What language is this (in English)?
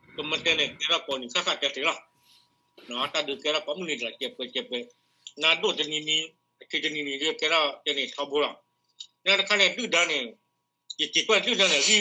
S'gaw Karen